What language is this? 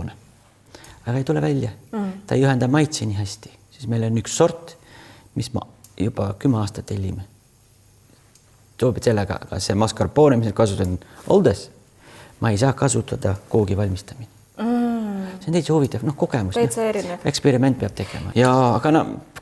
Estonian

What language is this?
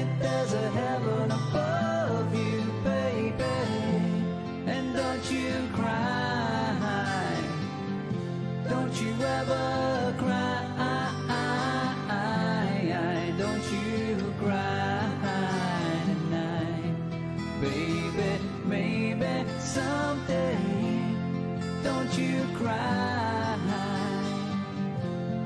English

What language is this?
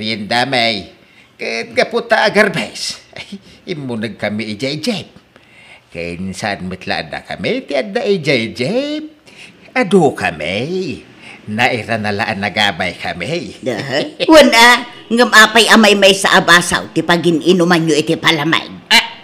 Iloko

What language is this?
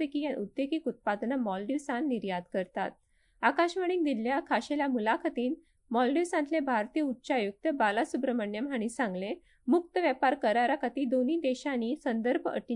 Konkani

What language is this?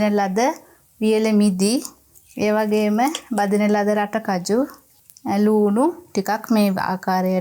Sinhala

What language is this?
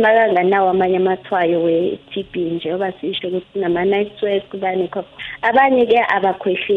South Ndebele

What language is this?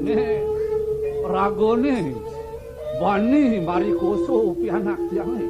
Balinese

